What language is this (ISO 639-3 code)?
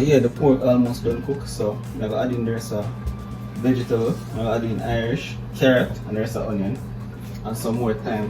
jam